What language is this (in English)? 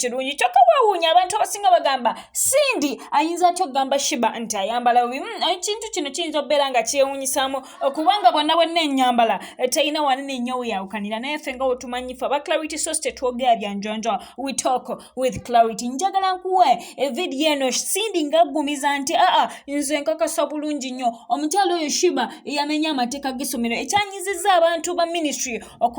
Ganda